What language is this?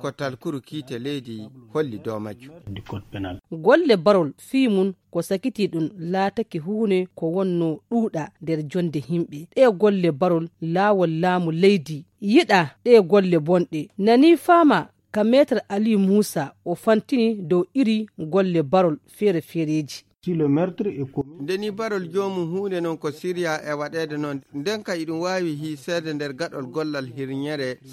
Nigerian Fulfulde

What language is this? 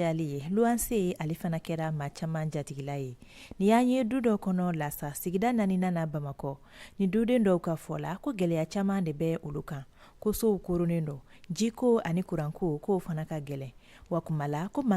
Bambara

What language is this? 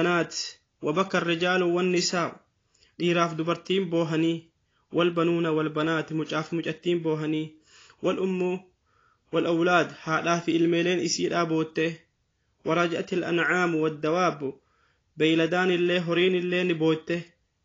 Oromo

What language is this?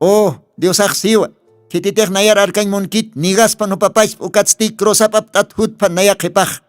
Aymara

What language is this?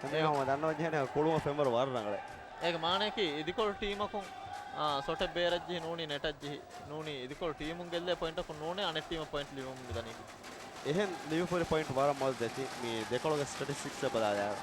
Divehi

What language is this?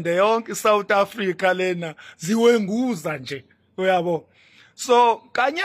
Zulu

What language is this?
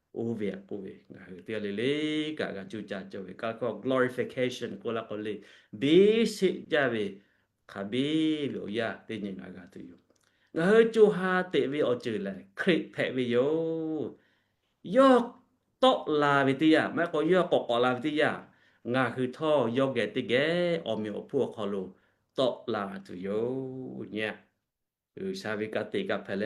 Lahu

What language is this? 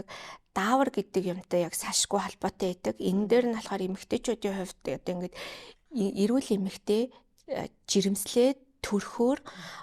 Mongolian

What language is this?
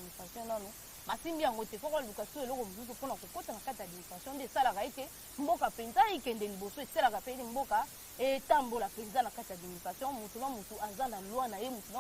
Lingala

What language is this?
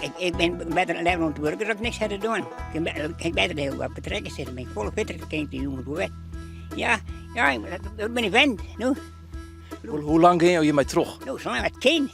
Western Frisian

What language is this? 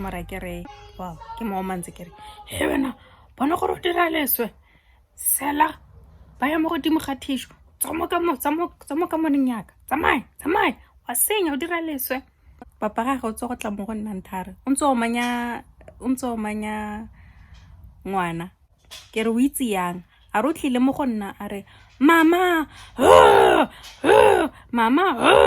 Tswana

